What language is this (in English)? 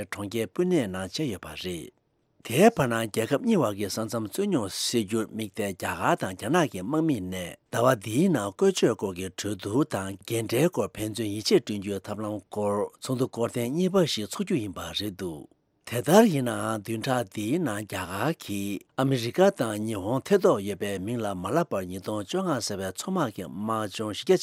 Tibetan